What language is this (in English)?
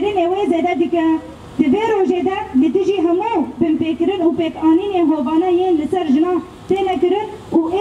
Kurdish